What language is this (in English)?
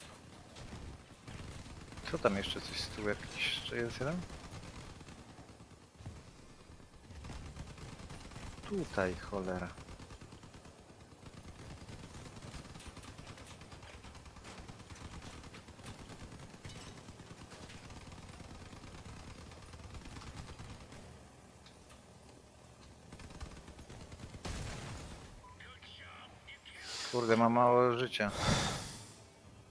Polish